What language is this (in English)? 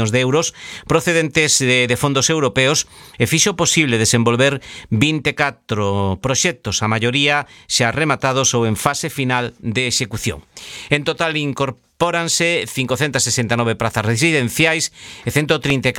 Galician